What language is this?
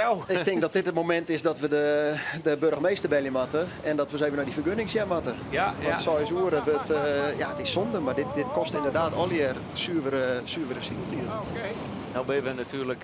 Western Frisian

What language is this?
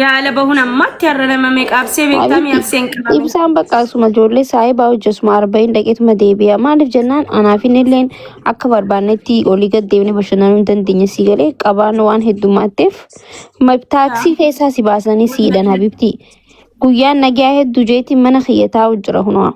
Oromo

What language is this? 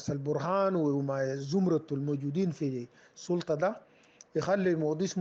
Sudanese Arabic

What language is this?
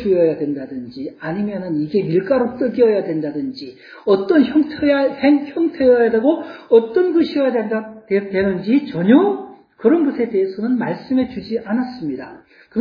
Korean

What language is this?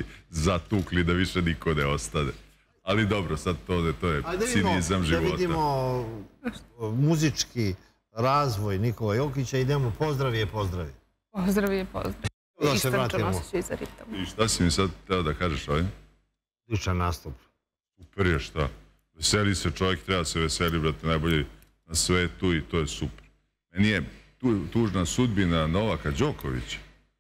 Serbian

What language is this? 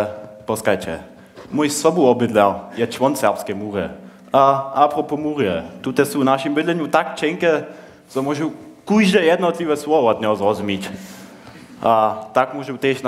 Upper Sorbian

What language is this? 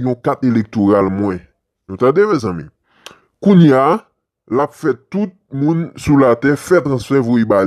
Haitian Creole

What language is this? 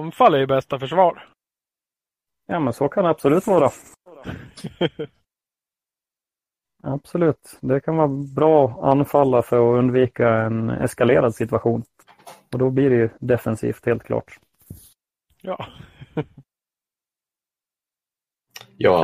Swedish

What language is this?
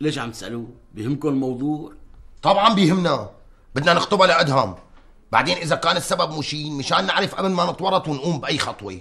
North Levantine Arabic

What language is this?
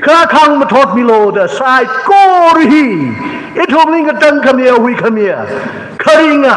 Tangkhul Naga (India)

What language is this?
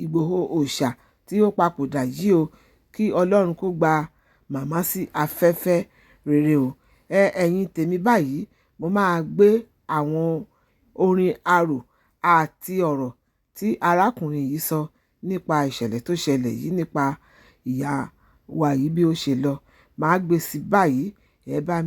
Yoruba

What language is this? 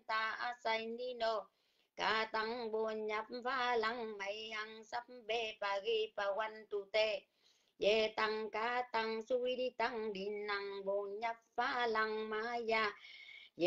Vietnamese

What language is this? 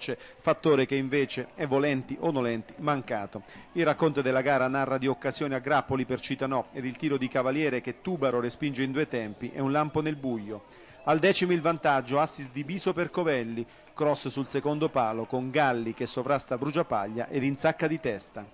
Italian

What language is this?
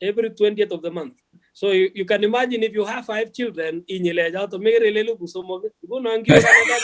Kalenjin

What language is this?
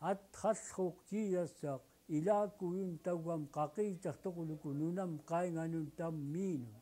Central Yupik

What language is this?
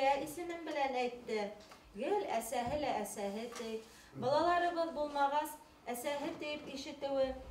Bashkir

